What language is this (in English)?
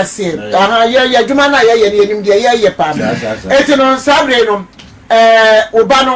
Akan